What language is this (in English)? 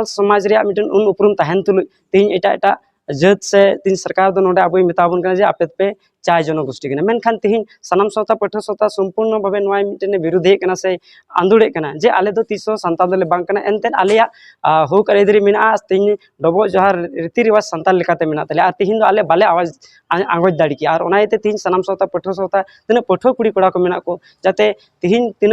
Santali